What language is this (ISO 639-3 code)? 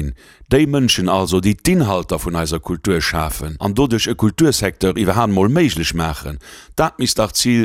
ltz